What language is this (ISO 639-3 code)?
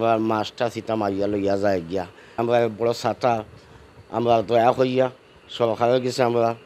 syl